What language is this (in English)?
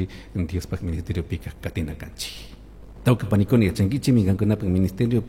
Chimborazo Highland Quichua